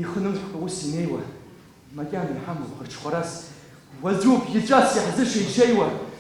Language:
Abkhazian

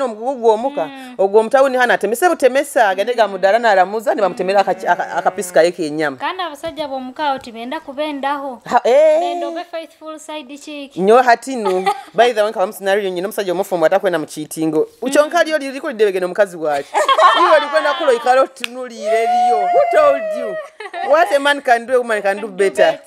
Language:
Nyoro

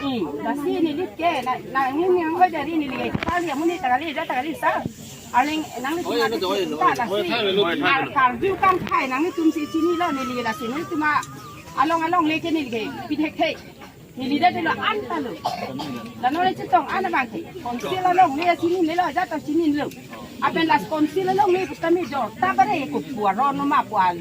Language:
Karbi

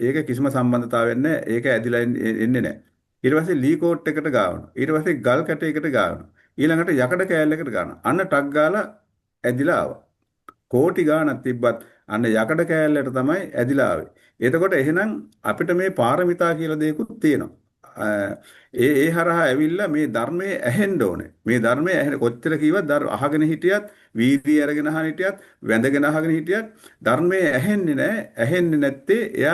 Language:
Sinhala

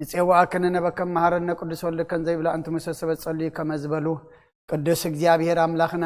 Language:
Tigrinya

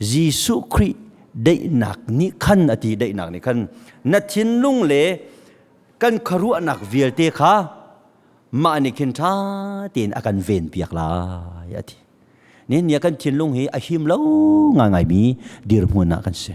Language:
Hakha Chin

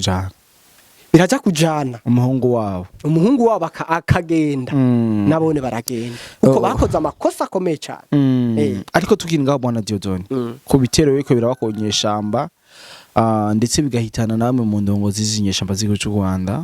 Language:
Rundi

